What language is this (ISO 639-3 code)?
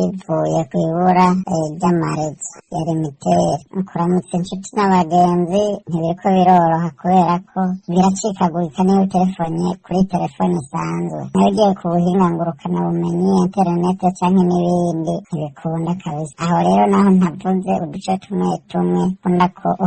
run